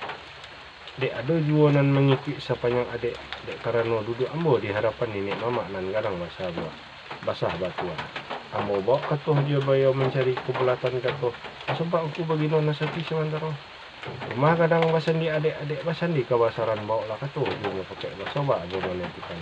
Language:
Minangkabau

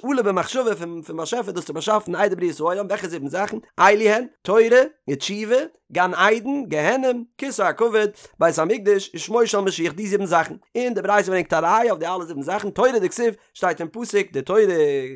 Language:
Yiddish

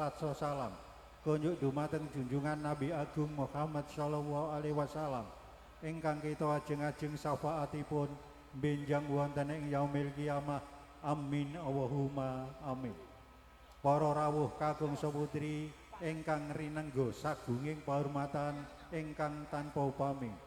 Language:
Javanese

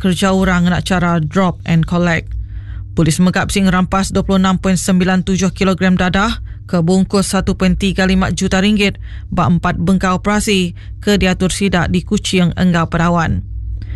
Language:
Iban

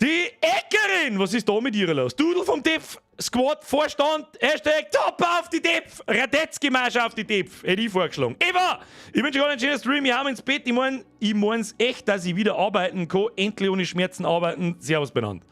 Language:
Bavarian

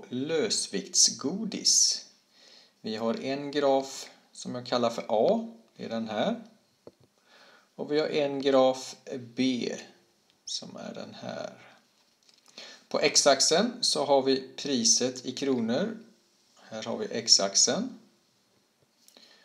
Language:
Swedish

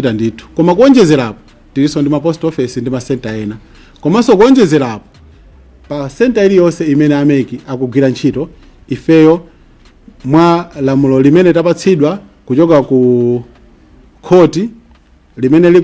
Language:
Nyanja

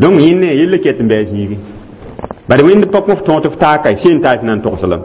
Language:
Mossi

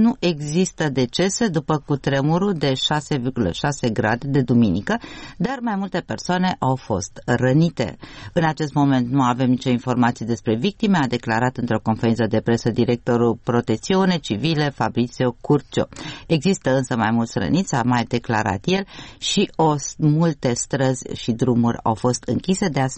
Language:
Romanian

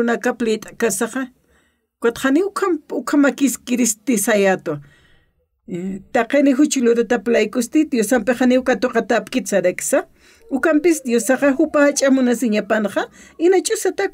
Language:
Aymara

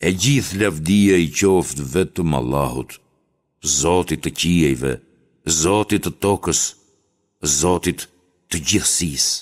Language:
Albanian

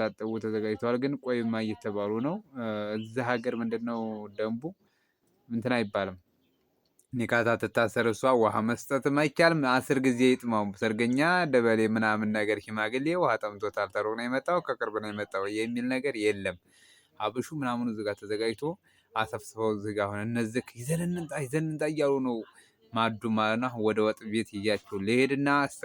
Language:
Amharic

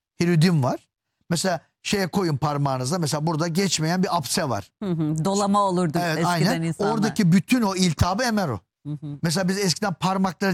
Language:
Turkish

